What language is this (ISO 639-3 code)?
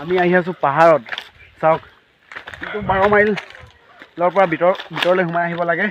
asm